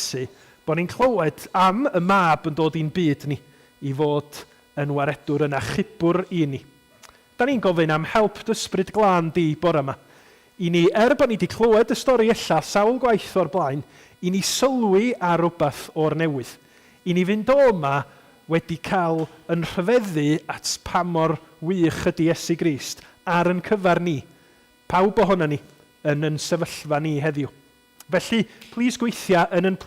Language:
Welsh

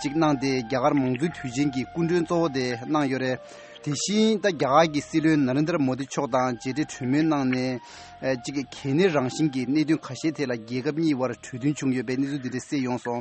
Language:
Tibetan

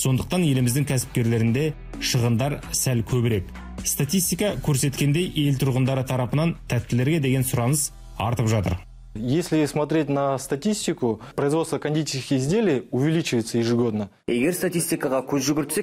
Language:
Kazakh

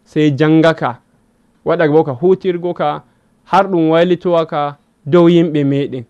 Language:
Fula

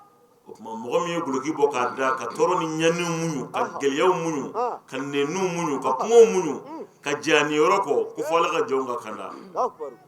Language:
Bambara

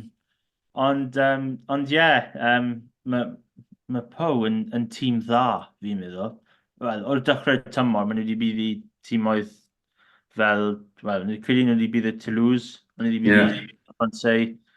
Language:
Welsh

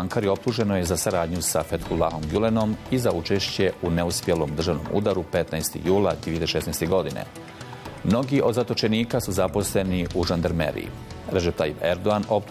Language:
Bosnian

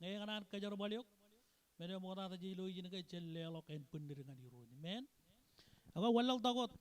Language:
Marshallese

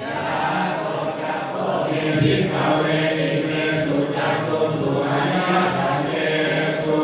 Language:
Pali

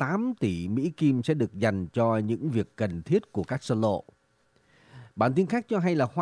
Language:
Vietnamese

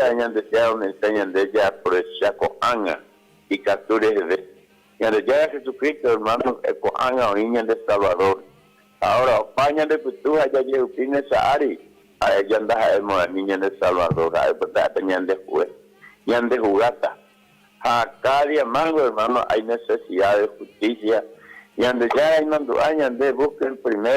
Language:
Guarani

